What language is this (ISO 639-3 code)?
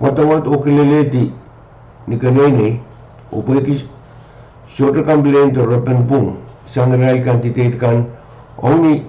pon